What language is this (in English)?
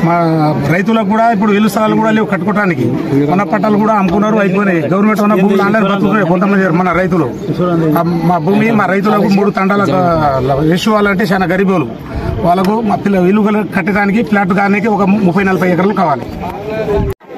Telugu